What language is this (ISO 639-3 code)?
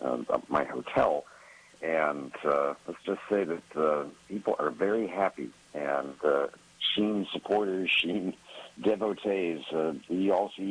eng